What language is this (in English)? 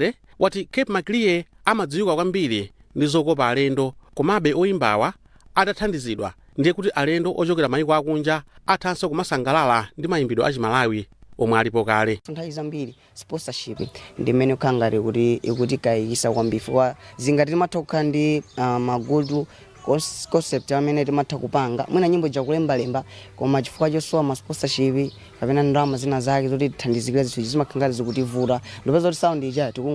Nyanja